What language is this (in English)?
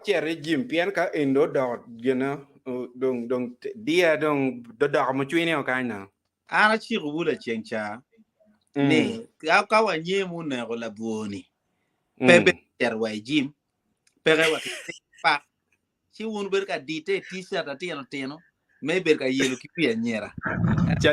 Acoli